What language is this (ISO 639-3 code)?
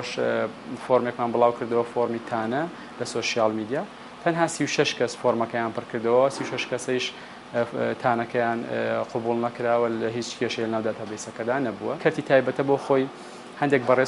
ckb